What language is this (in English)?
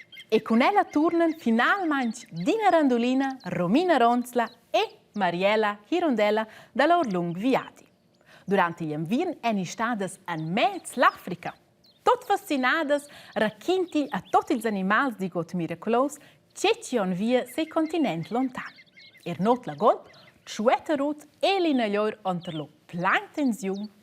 Romansh